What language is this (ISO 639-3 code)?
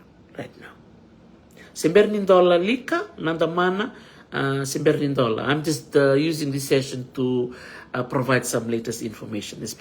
fij